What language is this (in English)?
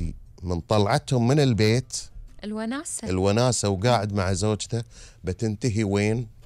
Gulf Arabic